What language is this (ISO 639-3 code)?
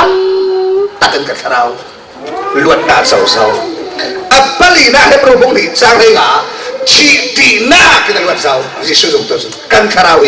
cfm